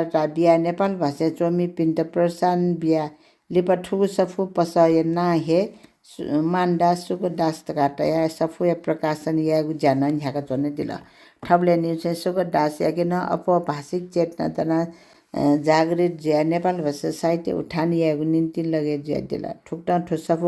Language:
Newari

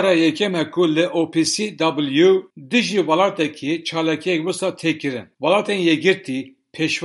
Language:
Kurdish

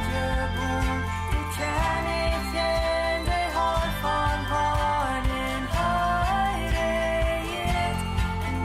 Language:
Plautdietsch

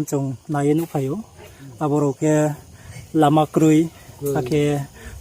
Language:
Riang (India)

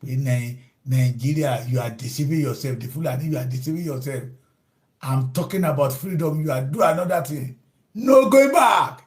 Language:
Yoruba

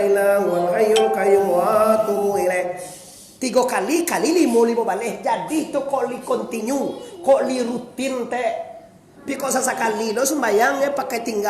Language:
Minangkabau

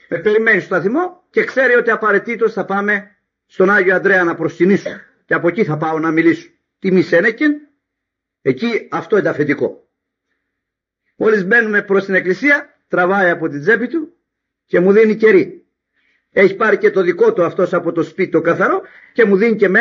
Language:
Greek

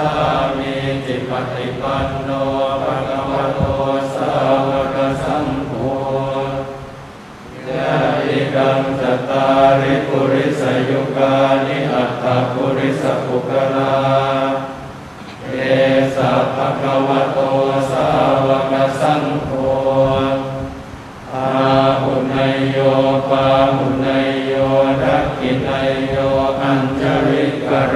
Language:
Pali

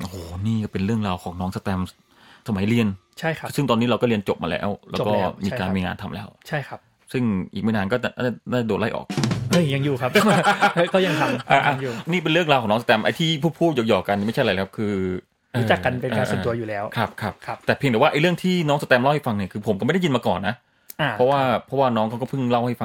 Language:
Thai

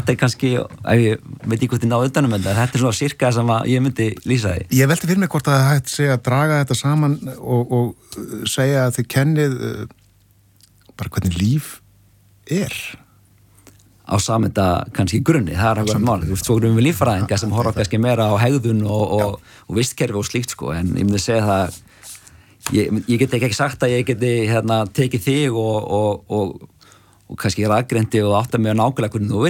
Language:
Icelandic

